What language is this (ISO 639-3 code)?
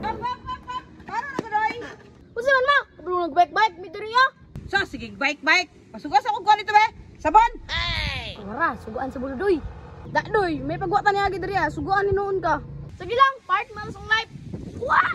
ceb